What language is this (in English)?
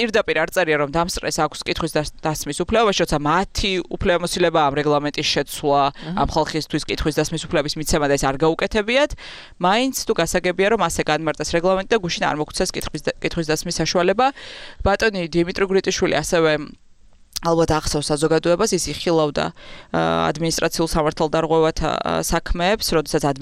Georgian